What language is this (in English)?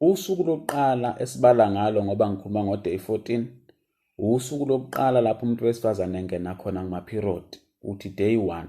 Zulu